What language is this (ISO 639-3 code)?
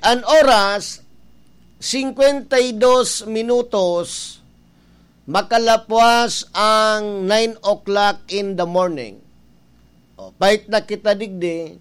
bik